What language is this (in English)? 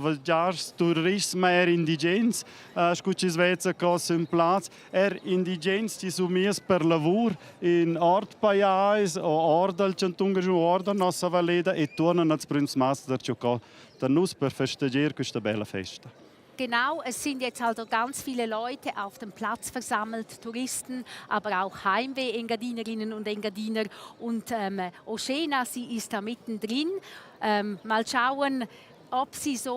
Romansh